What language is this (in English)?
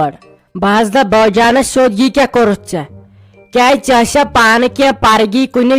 Kashmiri